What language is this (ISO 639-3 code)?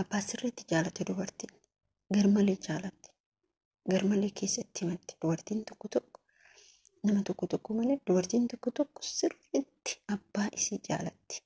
orm